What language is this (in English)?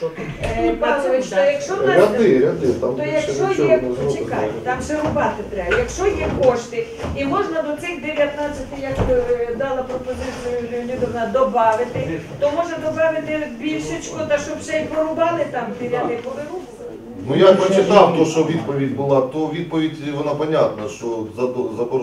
Ukrainian